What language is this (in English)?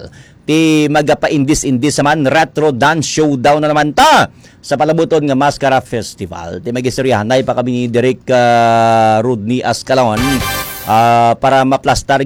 Hiligaynon